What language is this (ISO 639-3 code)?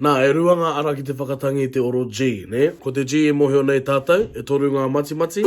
mri